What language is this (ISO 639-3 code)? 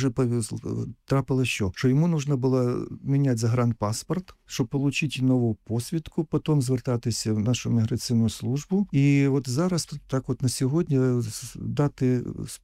ukr